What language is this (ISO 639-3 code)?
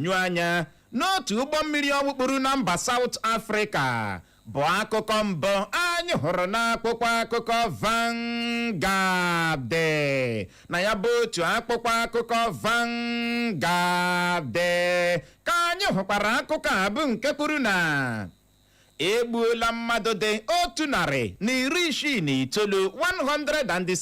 ibo